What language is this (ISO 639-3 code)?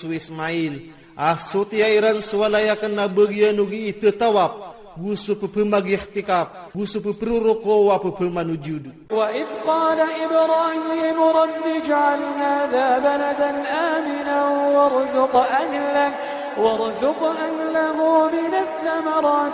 ilp